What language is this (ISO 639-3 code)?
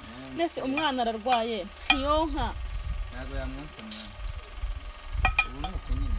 kin